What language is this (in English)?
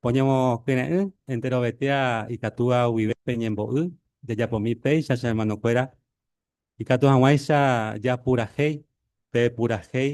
Guarani